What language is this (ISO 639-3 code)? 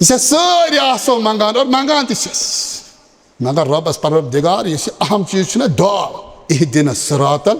kas